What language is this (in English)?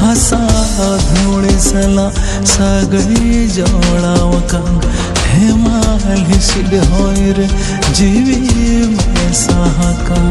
Santali